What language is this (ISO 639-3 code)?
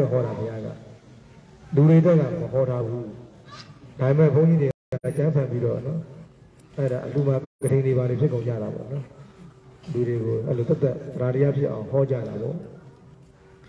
mya